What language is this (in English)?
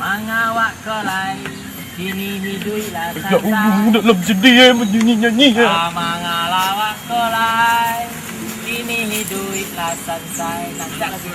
Minangkabau